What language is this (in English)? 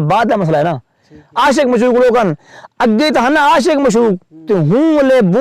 Saraiki